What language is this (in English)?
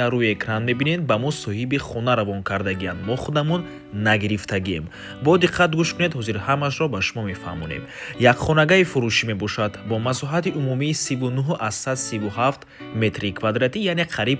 Tajik